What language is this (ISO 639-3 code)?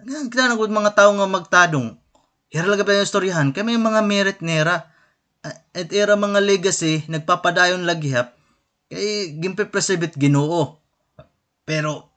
war